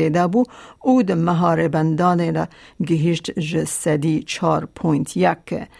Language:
Kurdish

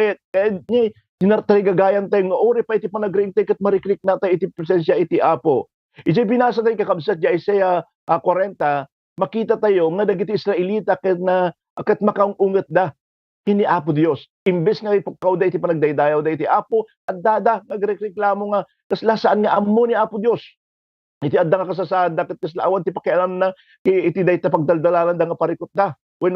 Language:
Iloko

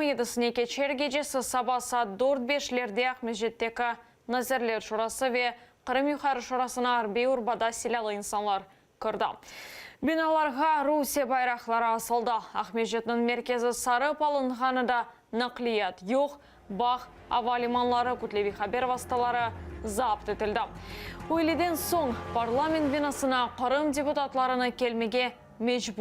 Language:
Crimean Tatar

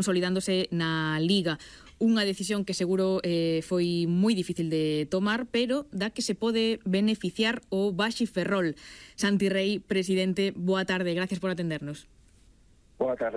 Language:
Galician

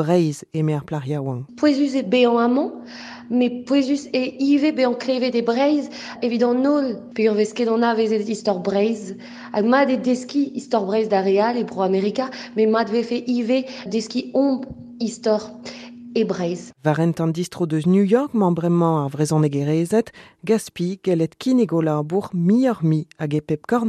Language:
Breton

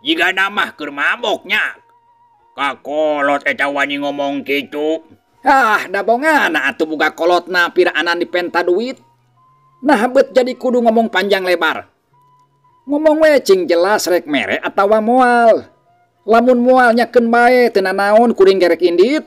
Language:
Sundanese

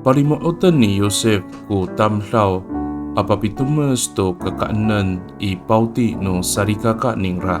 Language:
Amis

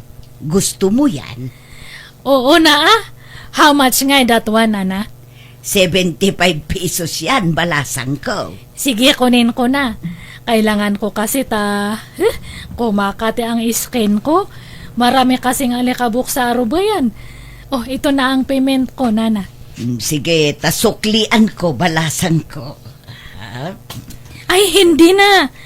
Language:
Iloko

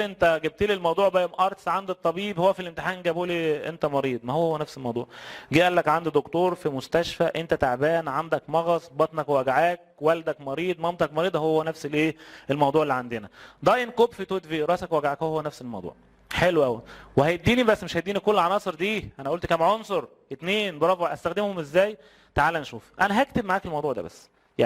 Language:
Egyptian Arabic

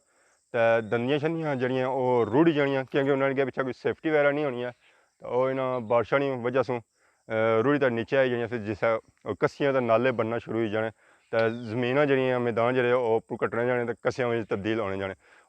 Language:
Pahari-Potwari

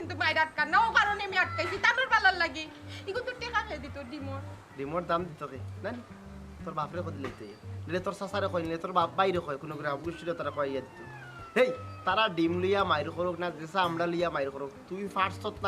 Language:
Sylheti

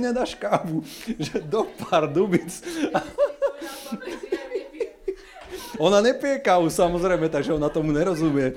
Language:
Slovak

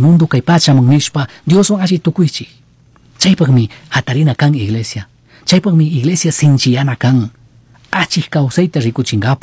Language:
Chimborazo Highland Quichua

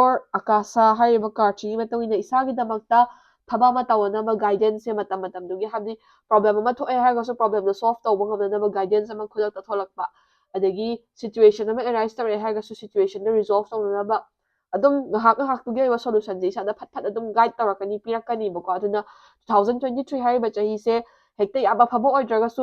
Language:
Manipuri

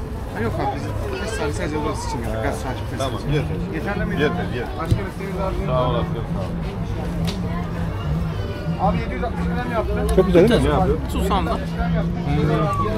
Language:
Turkish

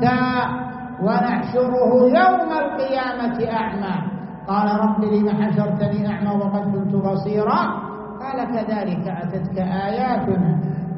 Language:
Arabic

